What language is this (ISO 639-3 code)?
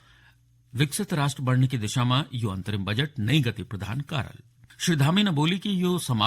gbm